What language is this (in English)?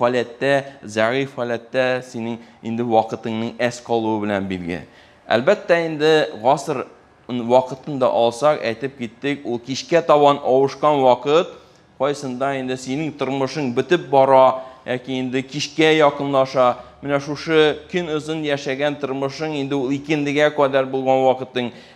Tatar